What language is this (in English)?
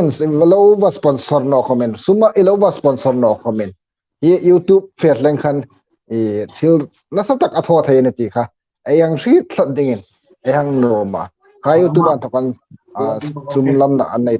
Hmar